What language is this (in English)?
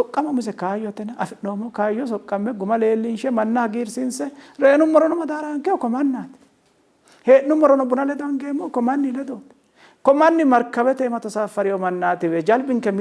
Sidamo